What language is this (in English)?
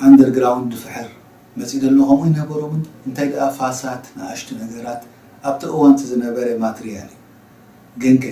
Tigrinya